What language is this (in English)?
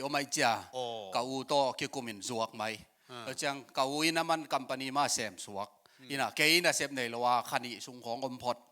Tedim Chin